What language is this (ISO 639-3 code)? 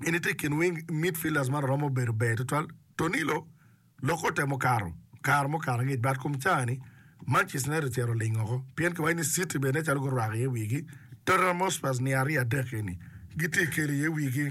ach